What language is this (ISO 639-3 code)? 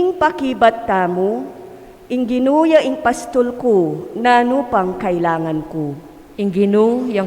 pam